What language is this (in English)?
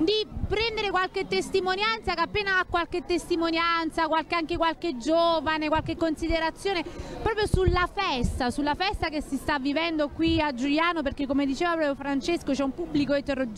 Italian